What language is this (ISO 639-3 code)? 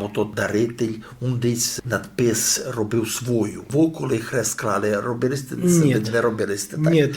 rue